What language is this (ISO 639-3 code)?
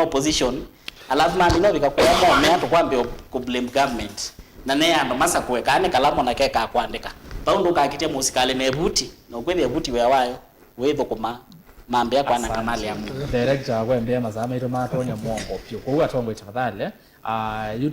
kam